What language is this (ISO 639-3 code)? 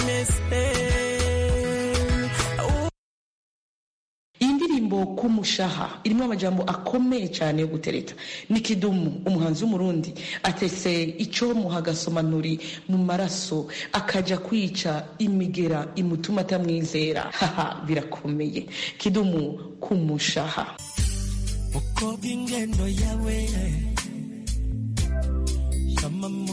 kin